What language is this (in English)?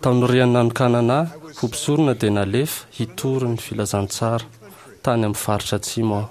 Malagasy